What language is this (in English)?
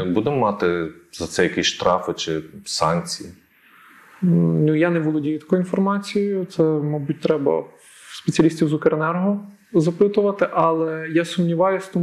Ukrainian